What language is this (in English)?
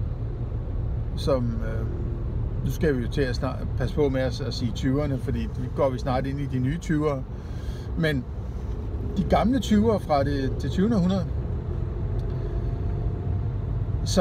Danish